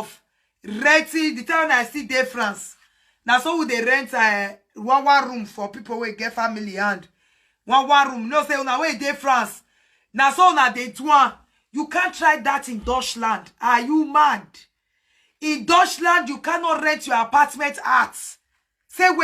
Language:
Nigerian Pidgin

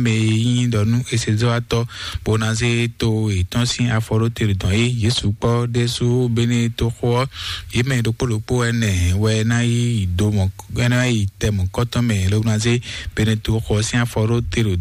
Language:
Fon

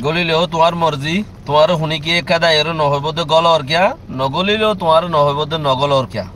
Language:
Rohingya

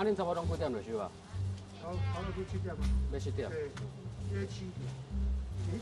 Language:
Min Nan Chinese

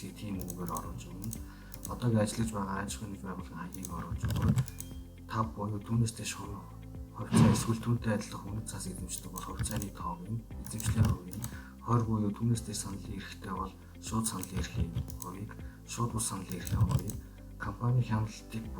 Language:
Mongolian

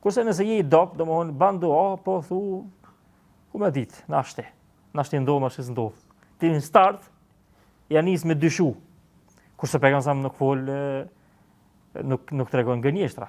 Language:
Albanian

